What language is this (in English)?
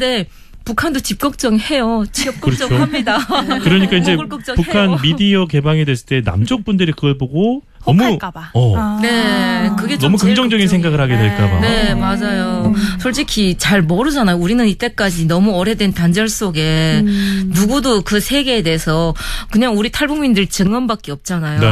Korean